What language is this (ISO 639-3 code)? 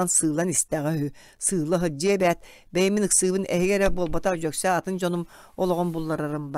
sah